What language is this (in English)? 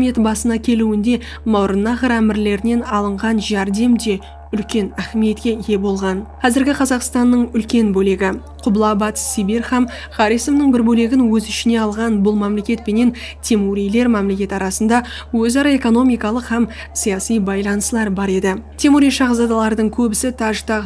Kara-Kalpak